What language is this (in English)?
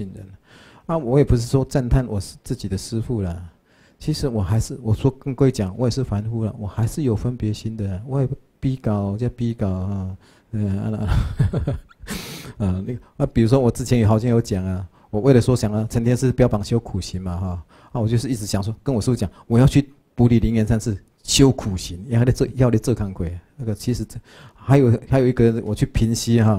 Chinese